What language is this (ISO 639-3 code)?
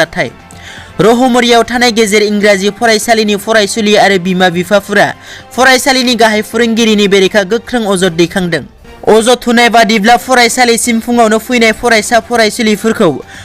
brx